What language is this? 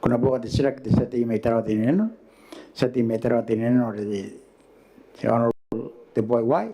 Gilbertese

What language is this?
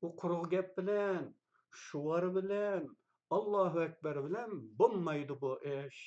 Uyghur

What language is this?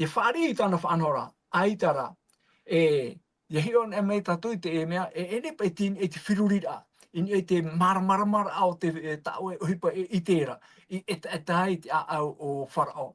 Tahitian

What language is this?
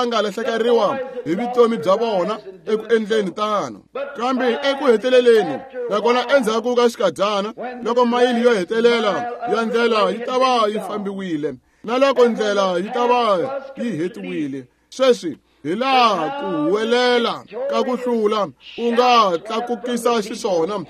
Tsonga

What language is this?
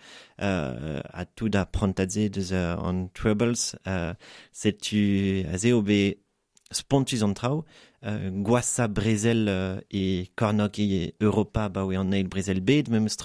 Breton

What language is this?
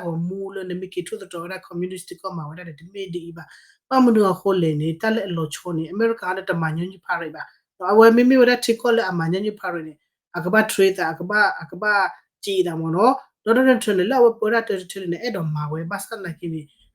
S'gaw Karen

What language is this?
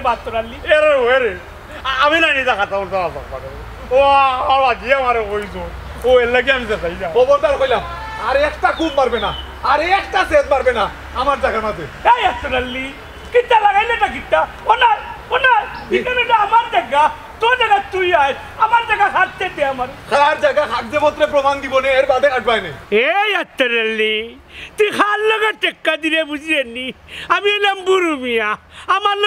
Sylheti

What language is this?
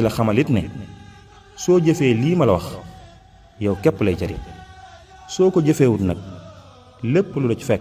Wolof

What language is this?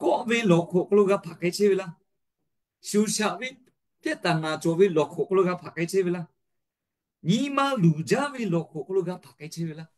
Lahu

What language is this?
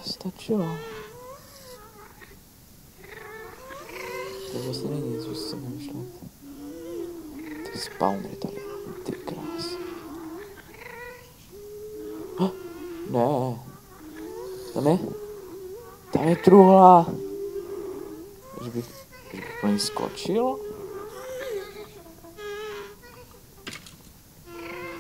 Czech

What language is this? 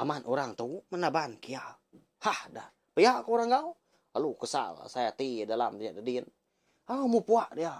Iban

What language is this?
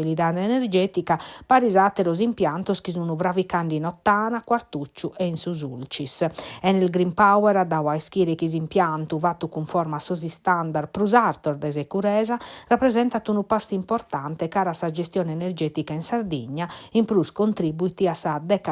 Sardinian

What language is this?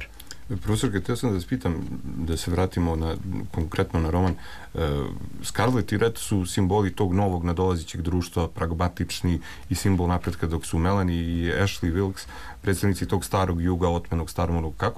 Serbian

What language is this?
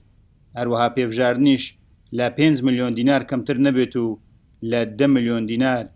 Central Kurdish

